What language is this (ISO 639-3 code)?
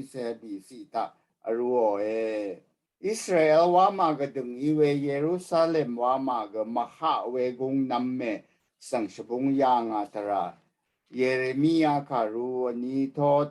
raw